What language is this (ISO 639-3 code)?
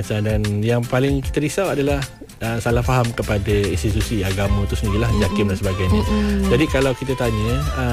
msa